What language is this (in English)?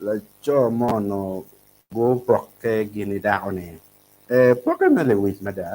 Acoli